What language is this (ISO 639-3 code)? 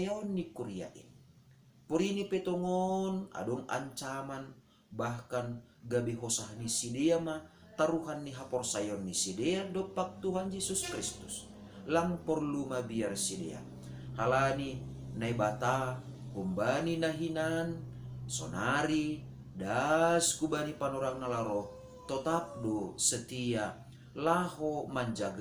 bts